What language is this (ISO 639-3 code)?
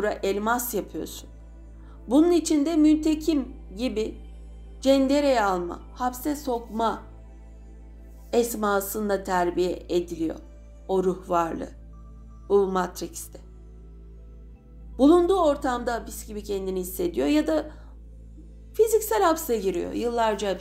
tur